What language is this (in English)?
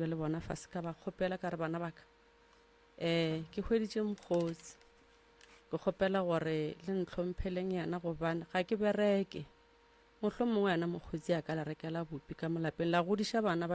Northern Sotho